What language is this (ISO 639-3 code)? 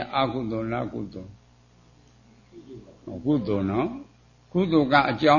mya